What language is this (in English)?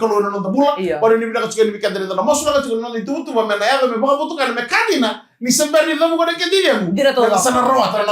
Fijian